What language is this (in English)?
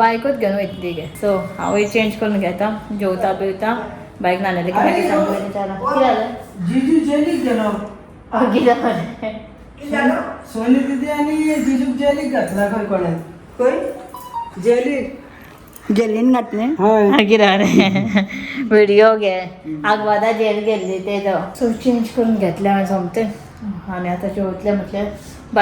Konkani